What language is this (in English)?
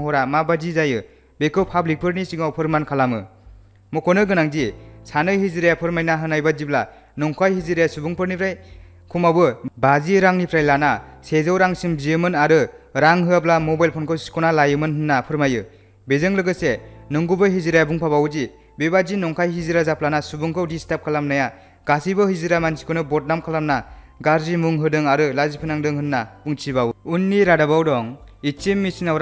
Bodo